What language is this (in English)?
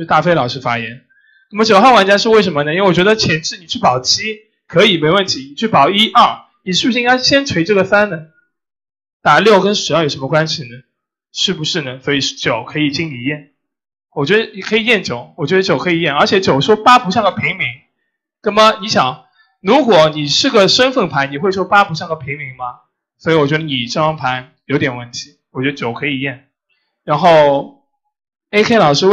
Chinese